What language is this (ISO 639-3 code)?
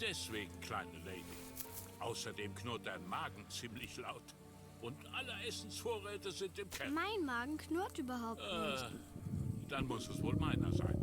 gsw